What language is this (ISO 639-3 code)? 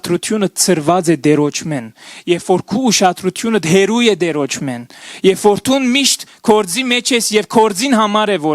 hyw